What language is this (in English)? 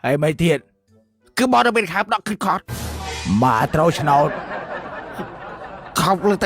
Khmer